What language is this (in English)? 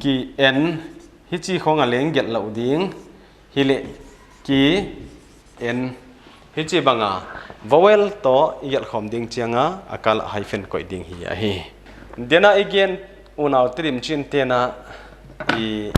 Paite Chin